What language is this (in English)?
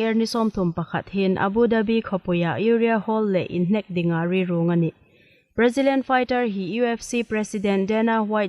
Hmar